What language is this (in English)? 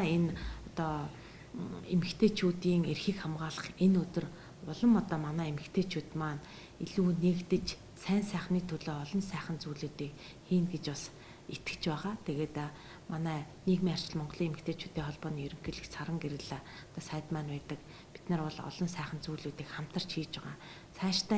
Mongolian